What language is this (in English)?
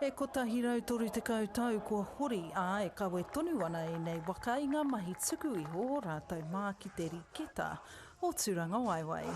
Māori